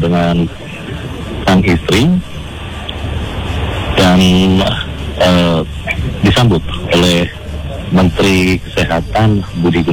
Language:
Indonesian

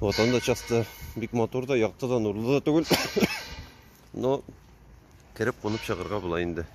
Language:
Tatar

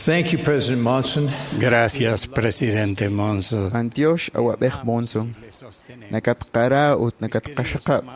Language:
Kekchí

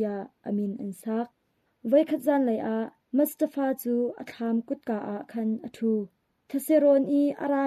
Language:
Hakha Chin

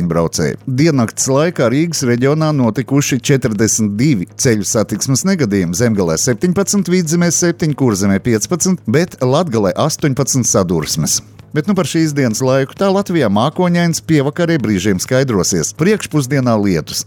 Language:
Latvian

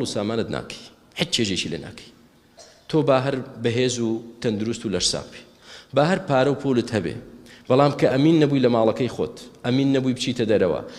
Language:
Central Kurdish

